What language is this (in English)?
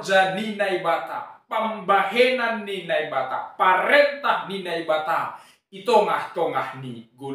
Batak Simalungun